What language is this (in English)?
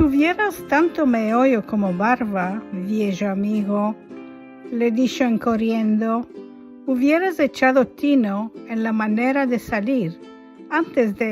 Ladino